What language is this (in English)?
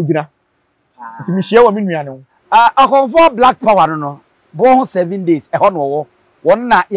Akan